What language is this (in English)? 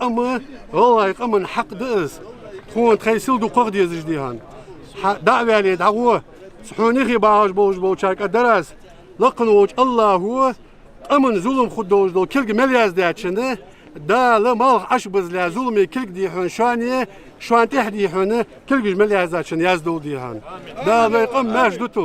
Ingush